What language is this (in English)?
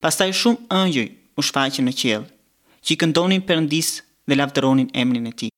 Albanian